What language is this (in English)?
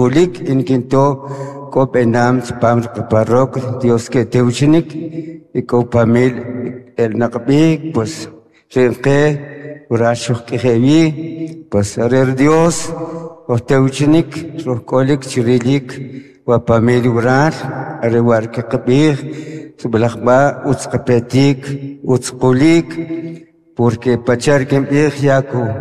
Kʼicheʼ